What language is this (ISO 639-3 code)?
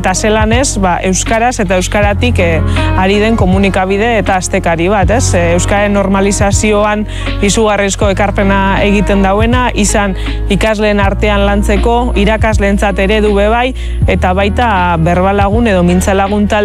eus